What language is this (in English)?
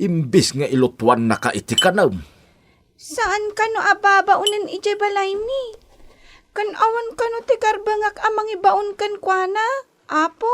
Iloko